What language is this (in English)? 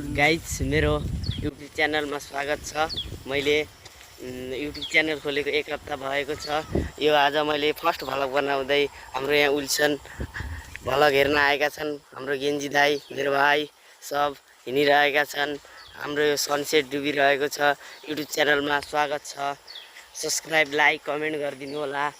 Nepali